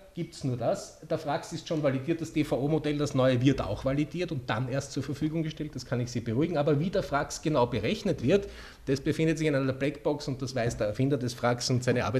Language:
German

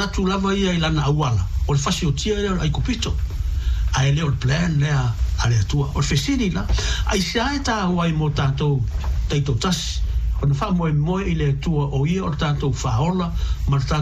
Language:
Samoan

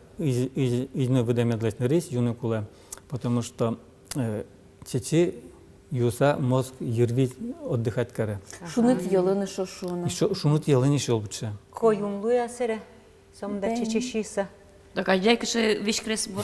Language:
Udmurt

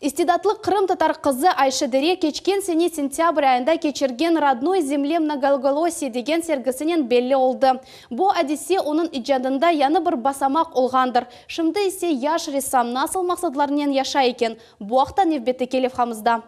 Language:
Crimean Tatar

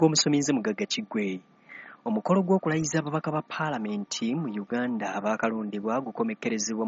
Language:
Ganda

